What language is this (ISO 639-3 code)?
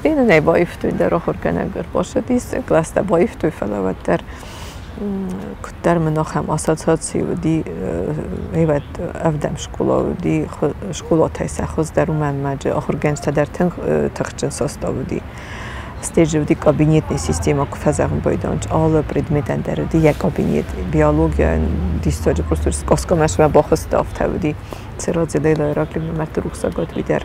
oss